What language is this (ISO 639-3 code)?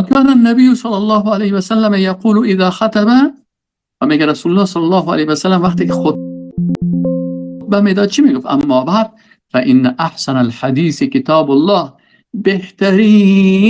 fas